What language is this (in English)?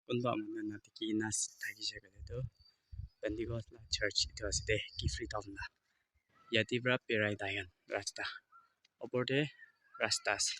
Naga Pidgin